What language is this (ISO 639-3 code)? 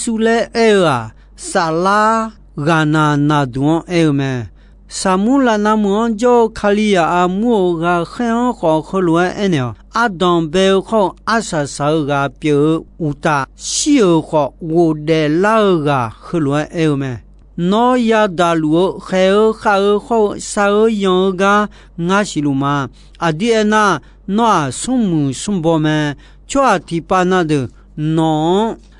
ahk